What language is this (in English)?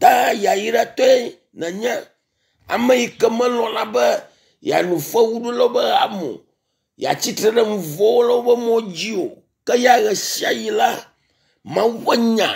Ewe